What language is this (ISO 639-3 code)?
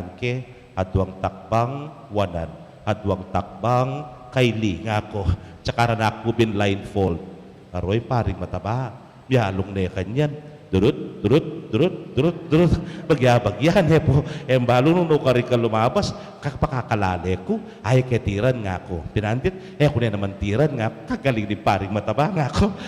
pam